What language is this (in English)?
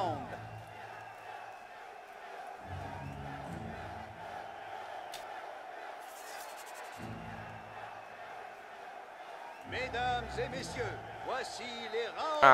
French